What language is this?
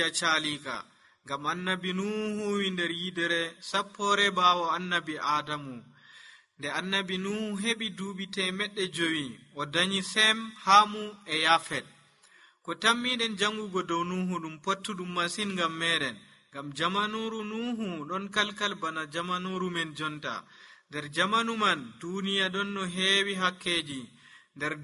Nigerian Fulfulde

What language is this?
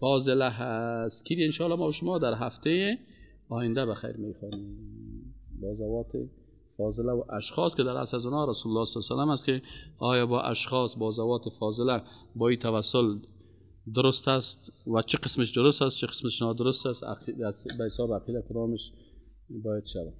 Persian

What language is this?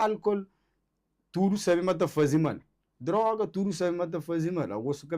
Kabuverdianu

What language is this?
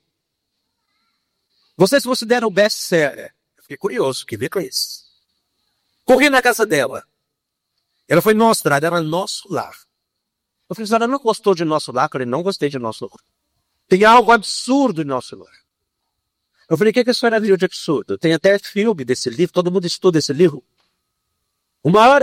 Portuguese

